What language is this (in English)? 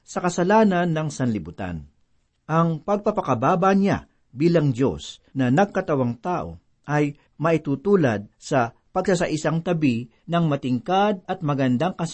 Filipino